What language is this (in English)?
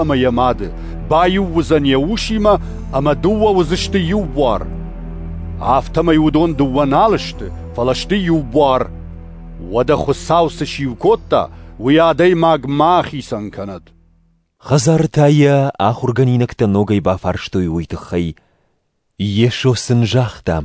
Ossetic